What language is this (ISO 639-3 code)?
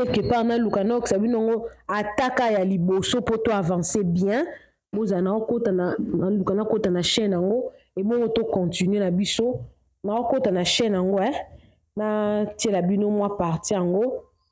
lin